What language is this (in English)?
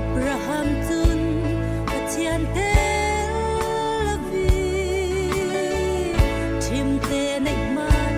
Falam Chin